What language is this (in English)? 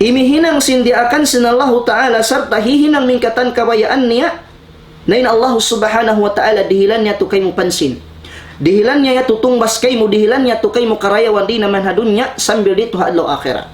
Tausug